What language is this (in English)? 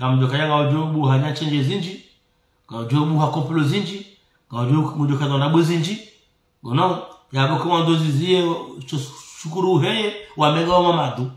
Ngazidja Comorian